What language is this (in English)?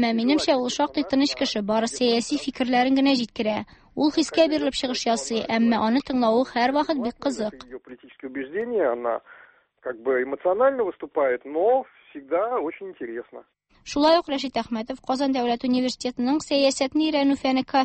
Tatar